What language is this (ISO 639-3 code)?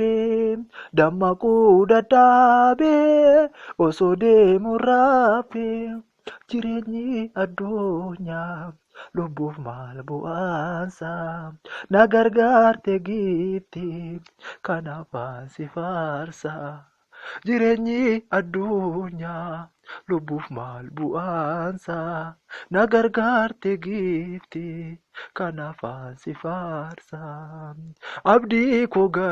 orm